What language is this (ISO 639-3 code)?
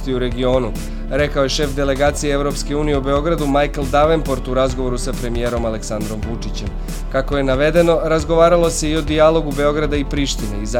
srp